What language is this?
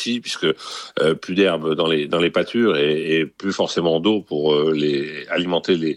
French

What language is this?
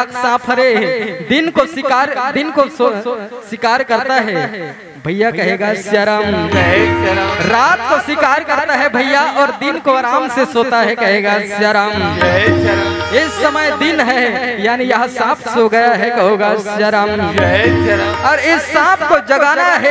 Chhattisgarhi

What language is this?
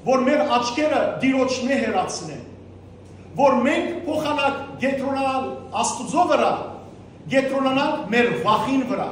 Western Armenian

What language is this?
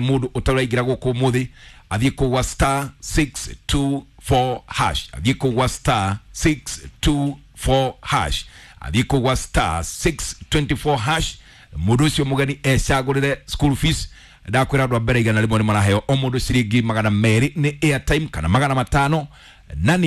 Kikuyu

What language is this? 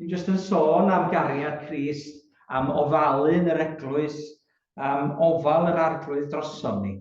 Welsh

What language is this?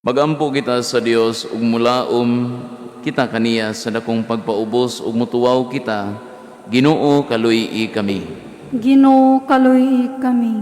Cebuano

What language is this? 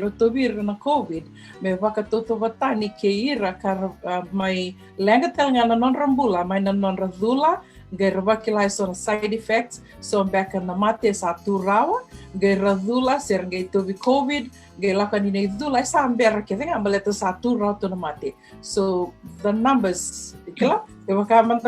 Fijian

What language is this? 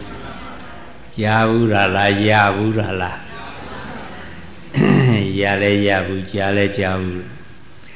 Burmese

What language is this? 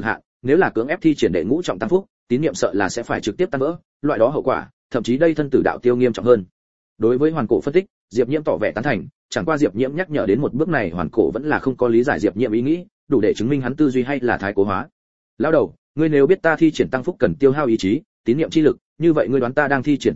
Vietnamese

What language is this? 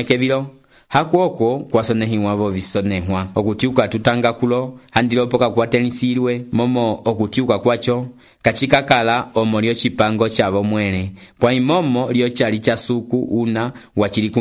Umbundu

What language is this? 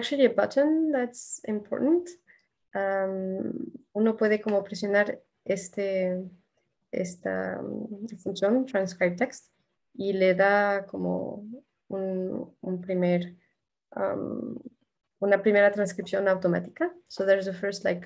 Quechua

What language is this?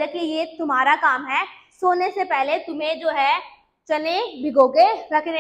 Hindi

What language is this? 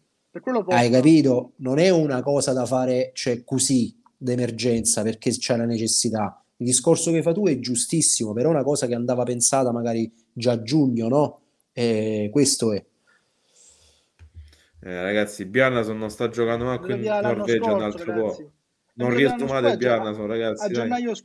Italian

